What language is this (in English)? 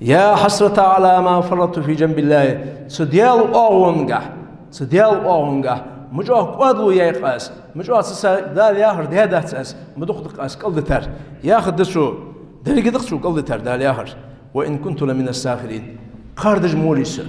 Ingush